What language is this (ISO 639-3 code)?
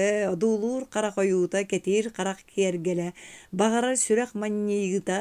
sah